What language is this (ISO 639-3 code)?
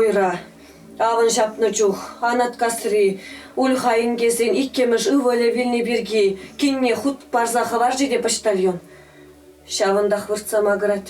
chv